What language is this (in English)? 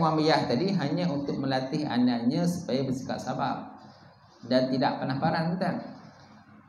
Malay